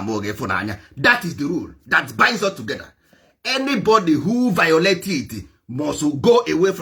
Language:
Igbo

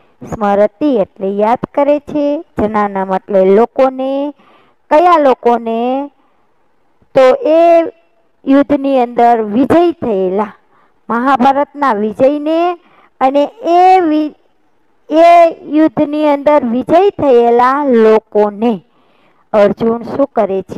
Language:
Gujarati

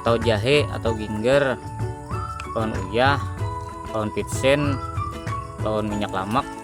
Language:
Banjar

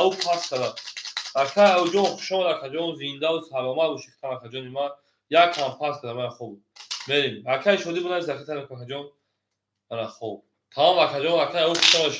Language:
Tajik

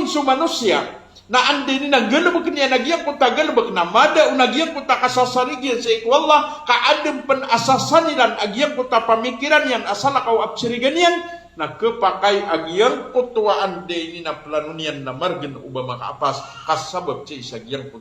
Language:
Maranao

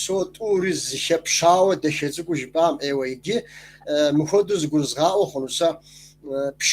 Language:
Kabardian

